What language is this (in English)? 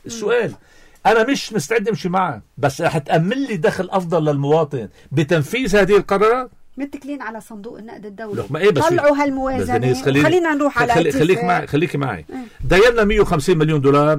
North Levantine Arabic